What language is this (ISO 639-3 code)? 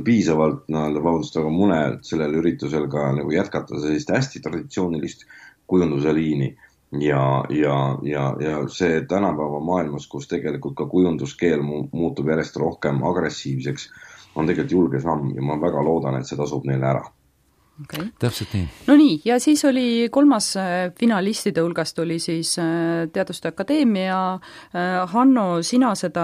est